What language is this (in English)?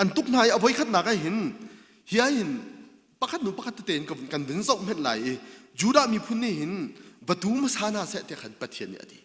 Hakha Chin